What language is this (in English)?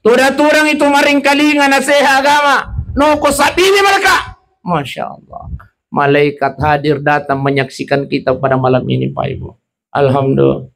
Buginese